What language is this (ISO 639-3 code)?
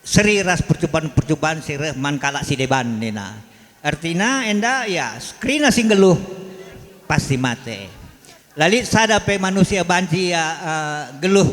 btx